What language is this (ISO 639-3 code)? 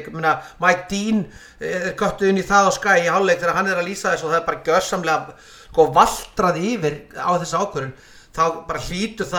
isl